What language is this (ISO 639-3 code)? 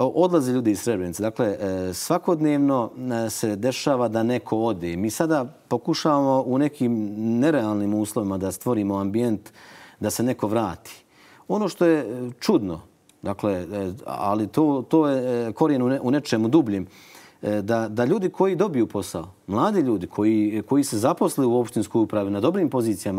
bos